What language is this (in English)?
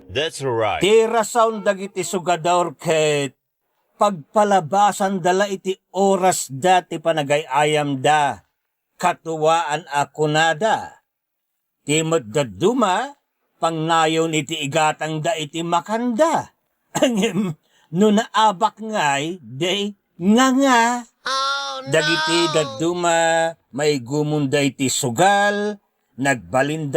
Iloko